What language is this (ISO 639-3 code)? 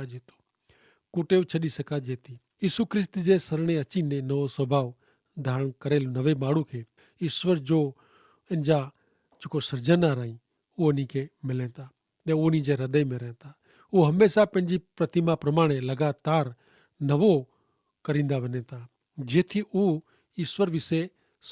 kfr